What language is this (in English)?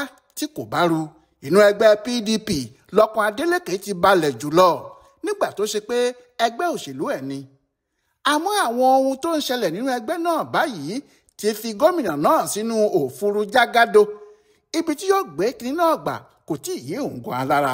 Yoruba